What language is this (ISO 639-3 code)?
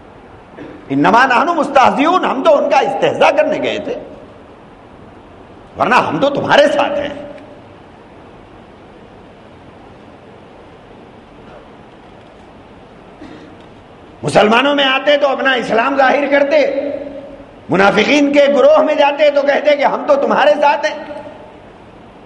urd